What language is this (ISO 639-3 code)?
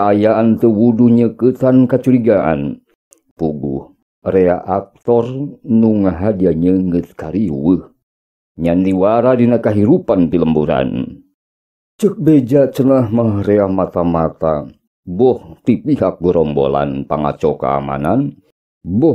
sun